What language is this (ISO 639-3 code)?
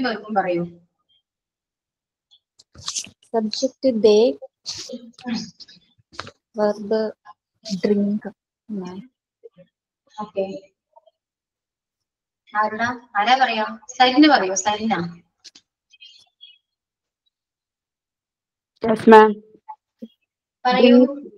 mal